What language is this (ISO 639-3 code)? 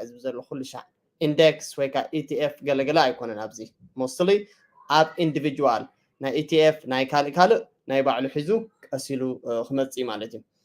tir